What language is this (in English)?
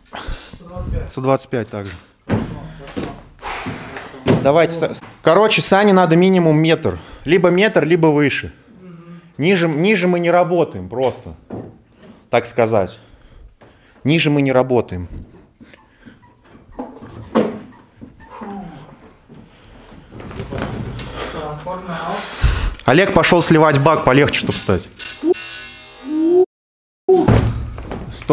Russian